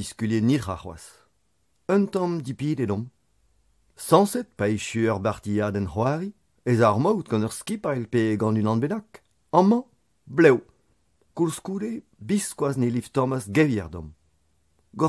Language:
Breton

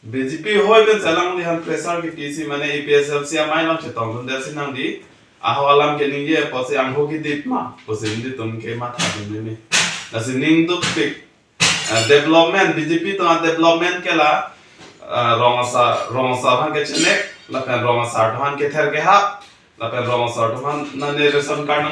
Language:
Karbi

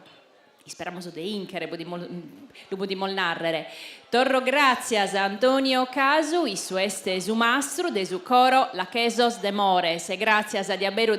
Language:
Sardinian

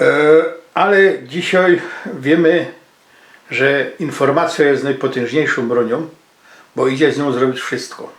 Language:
Silesian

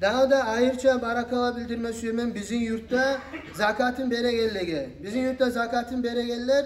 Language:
Kumyk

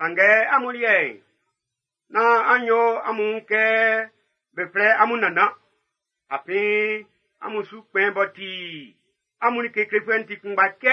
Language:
Baoulé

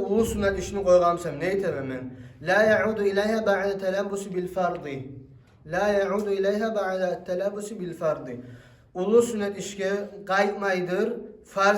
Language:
Kumyk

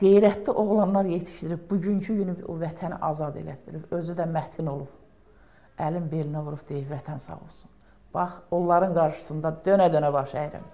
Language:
Azerbaijani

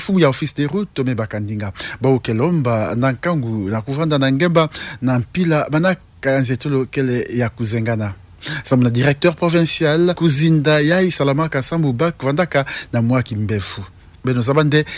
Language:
Kituba (Democratic Republic of Congo)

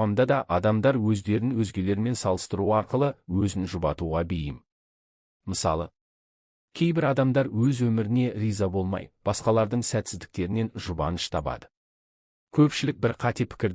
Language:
Kazakh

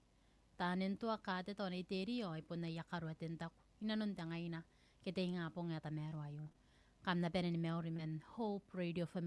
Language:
Gilbertese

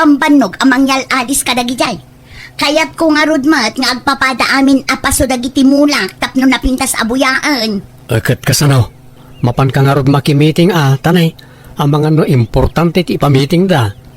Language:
Iloko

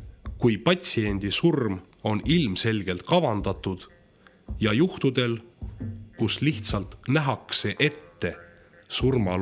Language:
Estonian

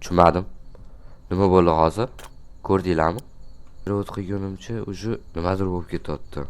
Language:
Uzbek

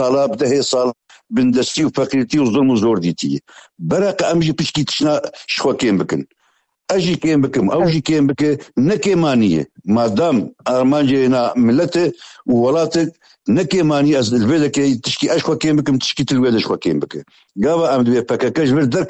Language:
Kurdish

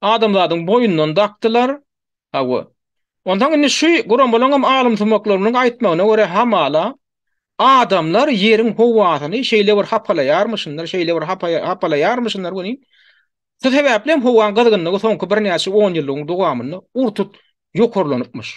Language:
Turkmen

